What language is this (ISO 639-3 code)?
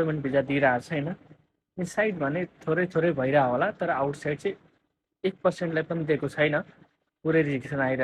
nep